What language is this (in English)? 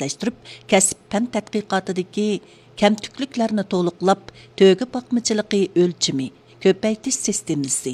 Uyghur